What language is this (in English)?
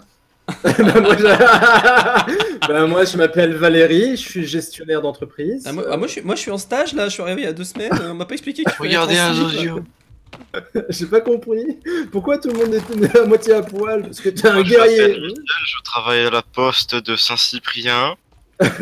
French